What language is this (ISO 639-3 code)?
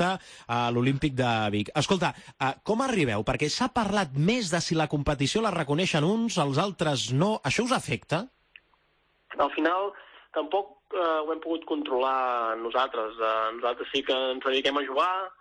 cat